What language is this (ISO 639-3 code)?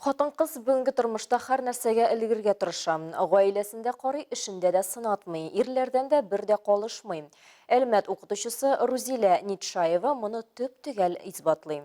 tat